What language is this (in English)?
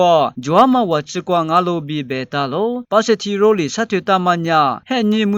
Lisu